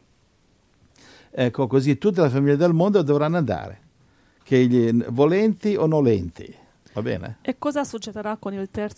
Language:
Italian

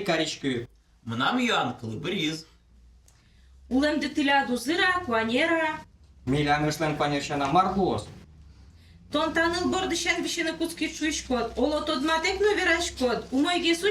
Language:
Udmurt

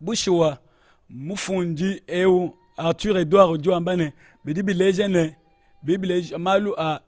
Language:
Luba-Lulua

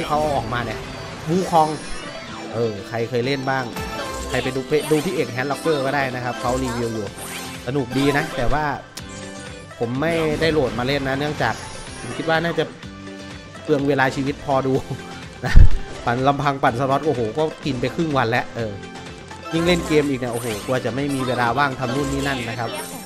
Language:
Thai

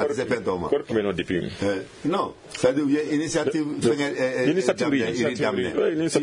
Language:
Bambara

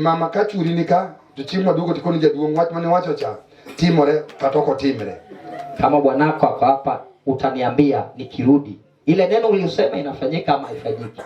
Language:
Luo (Kenya and Tanzania)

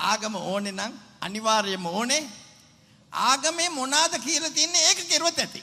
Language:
Sinhala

